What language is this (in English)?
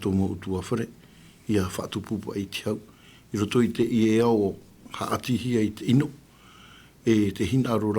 Tahitian